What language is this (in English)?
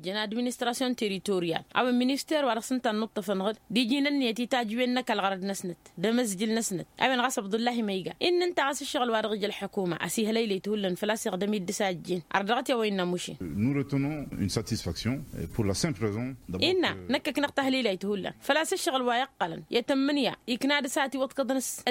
Tamasheq